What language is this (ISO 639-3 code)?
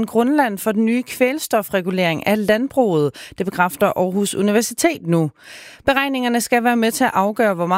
dan